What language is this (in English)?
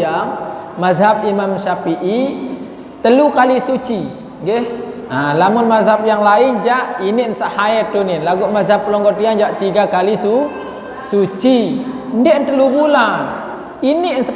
Sasak